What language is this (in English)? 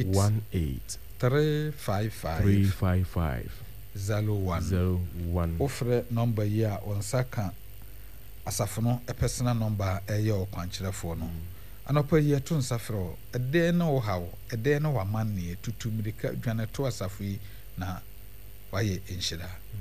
Akan